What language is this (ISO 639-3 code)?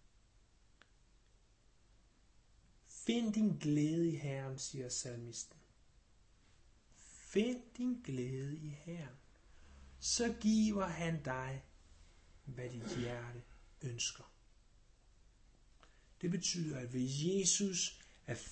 dan